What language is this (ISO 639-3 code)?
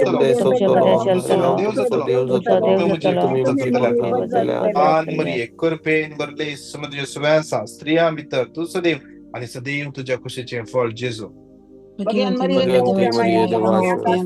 kok